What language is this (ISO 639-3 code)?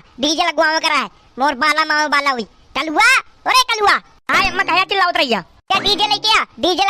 awa